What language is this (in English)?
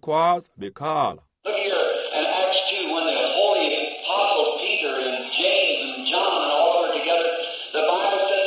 Xhosa